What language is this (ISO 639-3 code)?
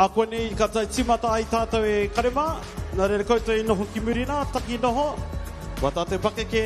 mri